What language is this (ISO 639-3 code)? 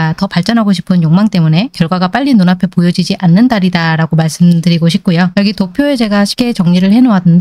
kor